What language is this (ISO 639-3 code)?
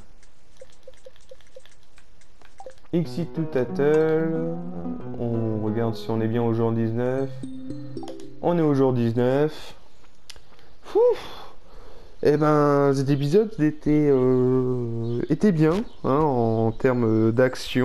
fra